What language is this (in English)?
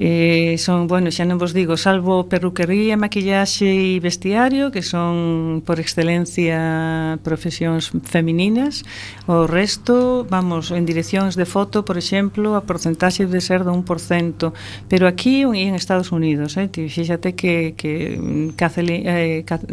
Galician